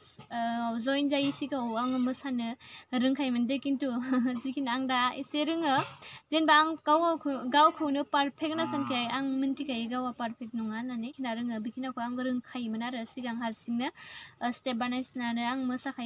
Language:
Bodo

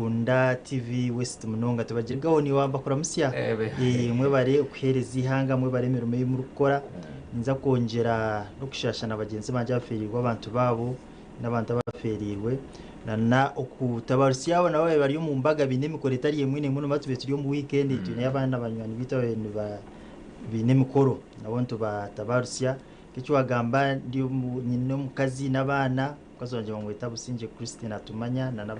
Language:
Nyankole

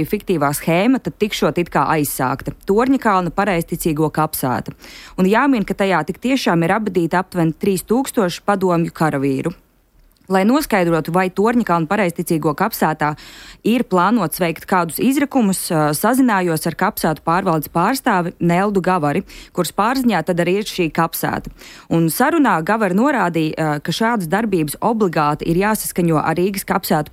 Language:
Latvian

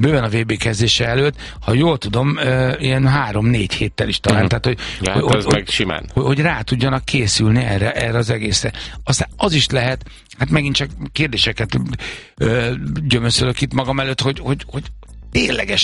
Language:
Hungarian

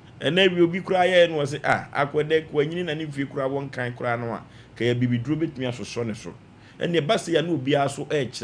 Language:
Akan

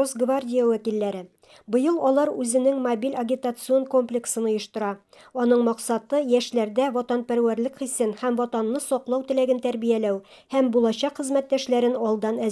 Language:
Tatar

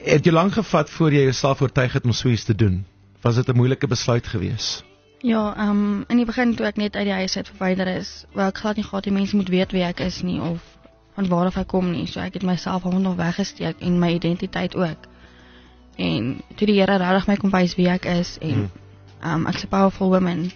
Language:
Afrikaans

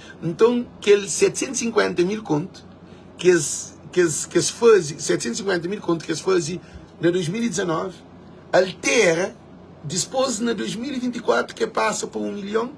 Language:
Kabuverdianu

